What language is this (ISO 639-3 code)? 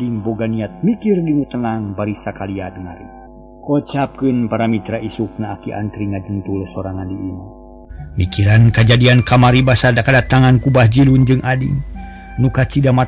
sun